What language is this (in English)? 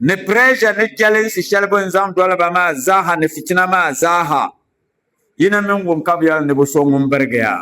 Dagbani